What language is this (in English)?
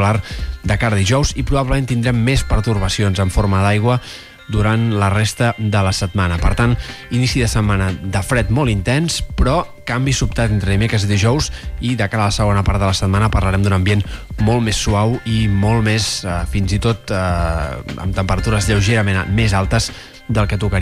Catalan